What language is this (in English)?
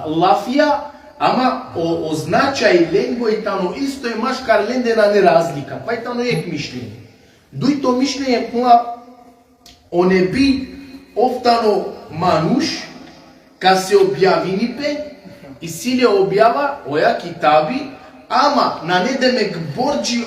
Balkan Romani